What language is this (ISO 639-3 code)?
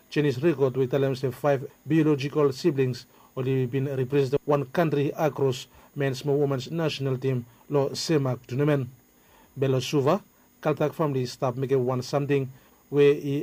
bis